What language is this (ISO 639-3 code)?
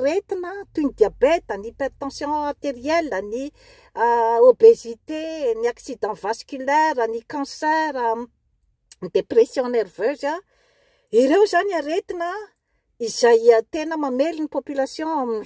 mlg